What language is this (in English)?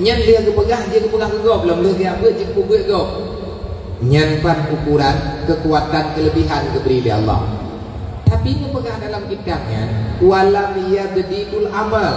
Achinese